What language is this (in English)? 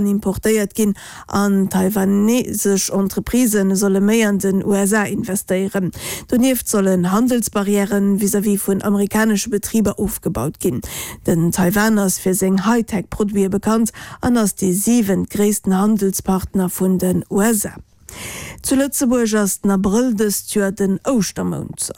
Luxembourgish